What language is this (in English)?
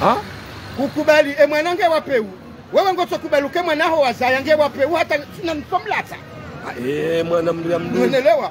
Ngazidja Comorian